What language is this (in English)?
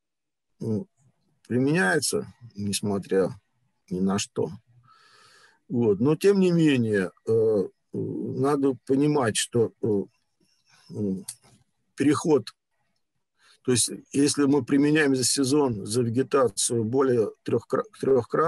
Russian